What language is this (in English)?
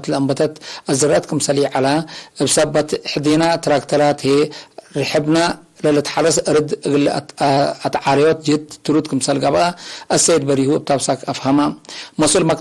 Tigre